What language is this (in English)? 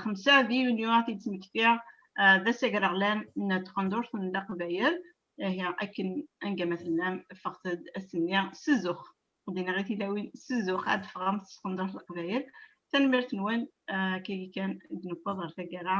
Kabyle